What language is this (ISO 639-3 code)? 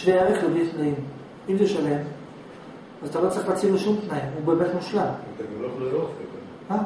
heb